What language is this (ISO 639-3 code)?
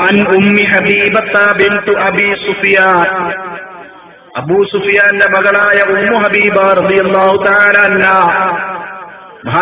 mal